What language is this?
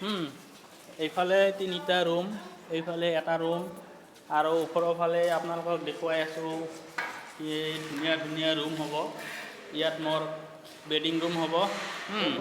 Assamese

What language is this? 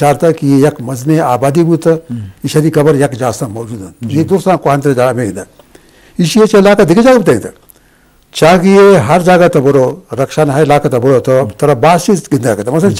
Eastern Balochi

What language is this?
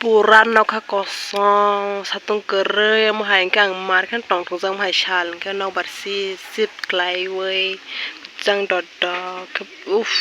Kok Borok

